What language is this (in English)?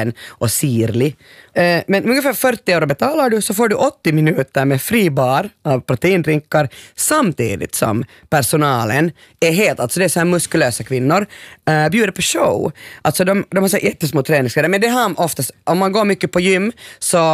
Swedish